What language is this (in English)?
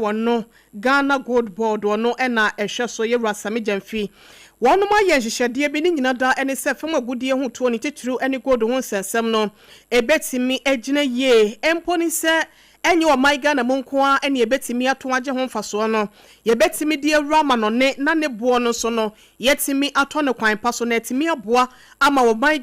Akan